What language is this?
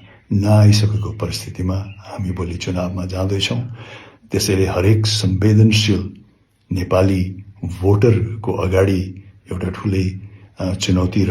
Nepali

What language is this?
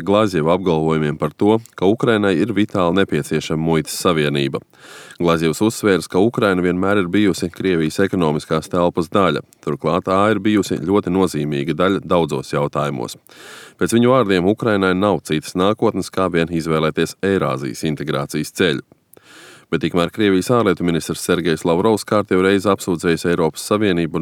Latvian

